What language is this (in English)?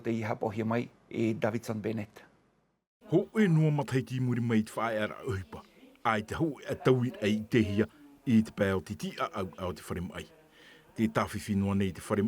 Tahitian